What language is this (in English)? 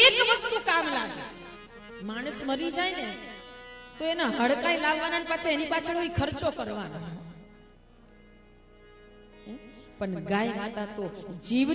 Gujarati